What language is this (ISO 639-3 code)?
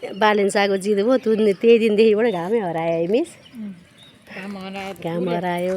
nep